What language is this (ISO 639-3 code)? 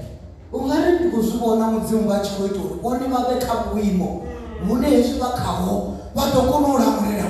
ven